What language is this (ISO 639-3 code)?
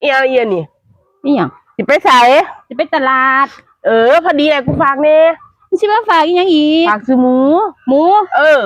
tts